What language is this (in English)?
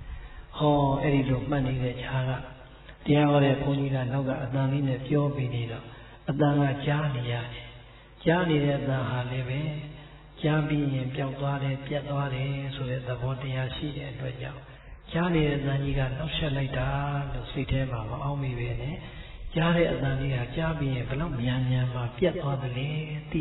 Burmese